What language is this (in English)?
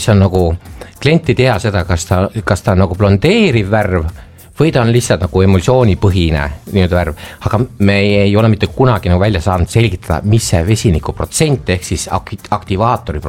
Estonian